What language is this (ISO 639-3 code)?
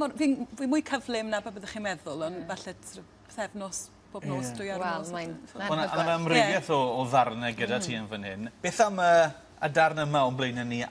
cym